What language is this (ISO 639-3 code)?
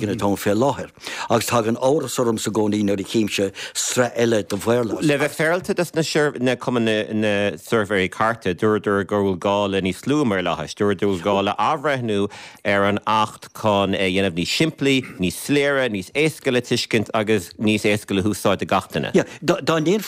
gle